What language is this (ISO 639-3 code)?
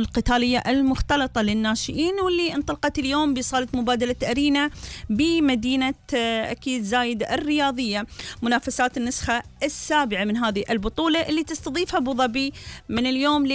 afb